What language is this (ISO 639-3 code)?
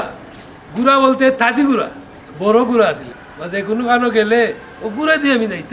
syl